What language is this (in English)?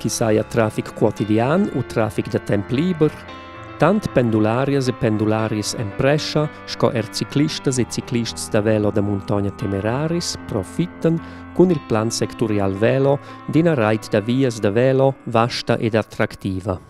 Romansh